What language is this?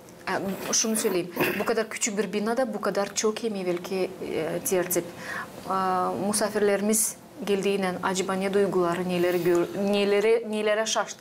Gagauz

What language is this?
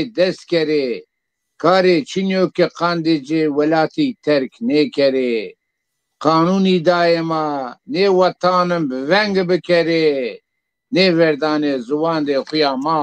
Zaza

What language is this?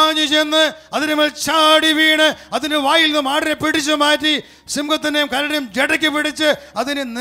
Malayalam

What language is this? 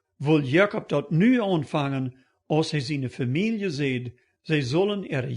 Plautdietsch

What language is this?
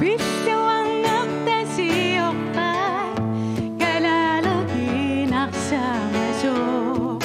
Kalaallisut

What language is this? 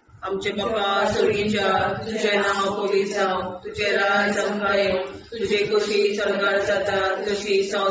Konkani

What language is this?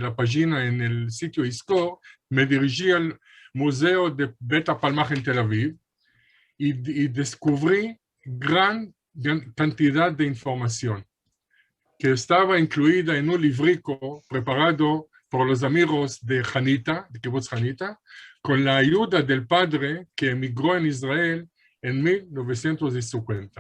Ladino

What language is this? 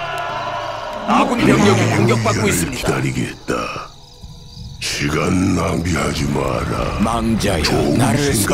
Korean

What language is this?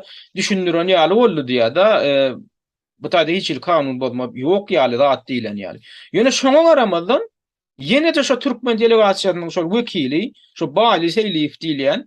Turkmen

